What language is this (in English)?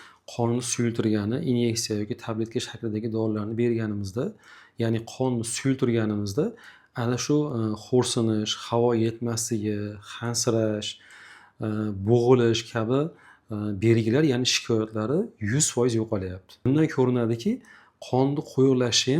Uzbek